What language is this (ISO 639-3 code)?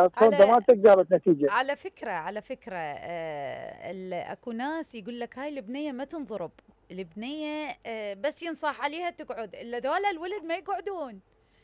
acm